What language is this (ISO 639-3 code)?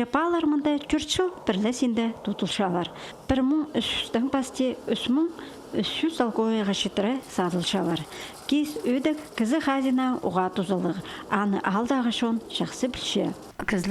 kjh